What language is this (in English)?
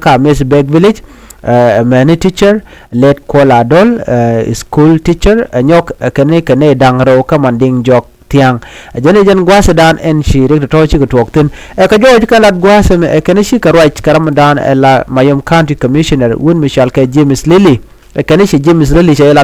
Nuer